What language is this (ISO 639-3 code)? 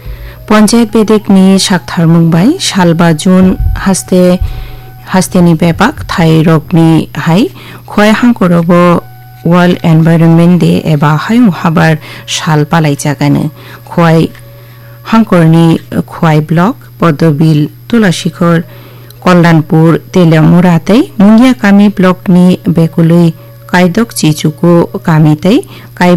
trp